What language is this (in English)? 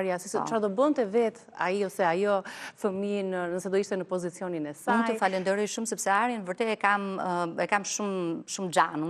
Albanian